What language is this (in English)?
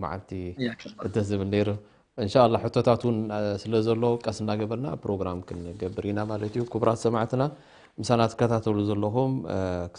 Tigrinya